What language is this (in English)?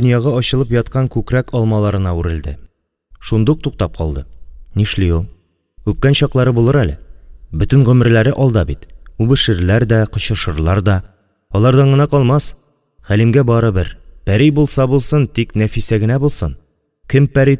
Tatar